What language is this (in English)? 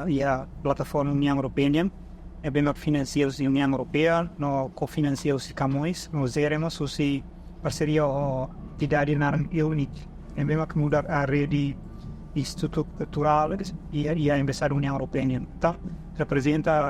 Tetum